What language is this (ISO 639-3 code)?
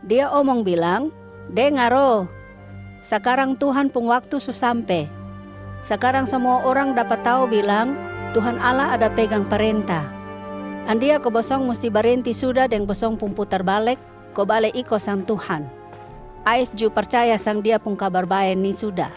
mkn